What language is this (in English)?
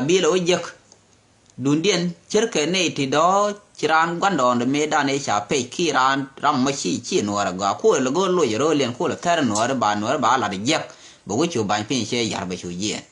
Nuer